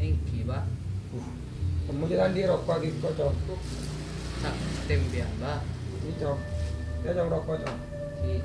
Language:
Madurese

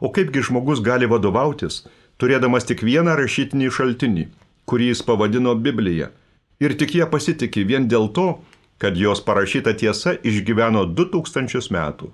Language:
Lithuanian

